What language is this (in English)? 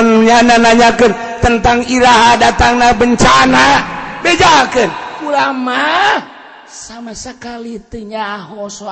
Sundanese